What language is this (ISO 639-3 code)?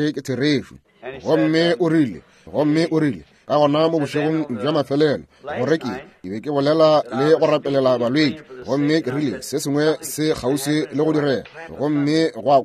nso